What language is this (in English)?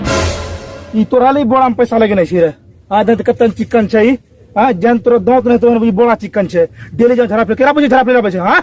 Angika